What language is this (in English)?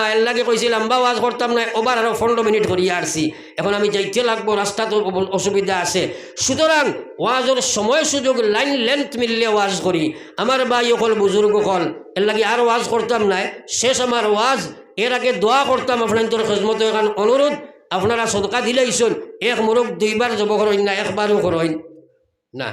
Sylheti